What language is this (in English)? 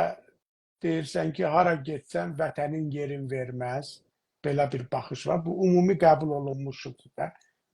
South Azerbaijani